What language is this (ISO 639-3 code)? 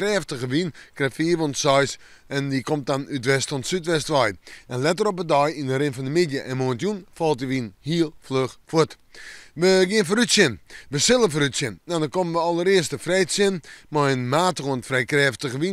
fry